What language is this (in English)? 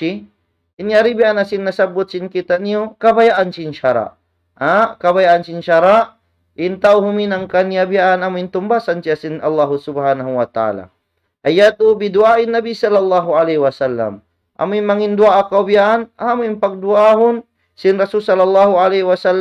Tausug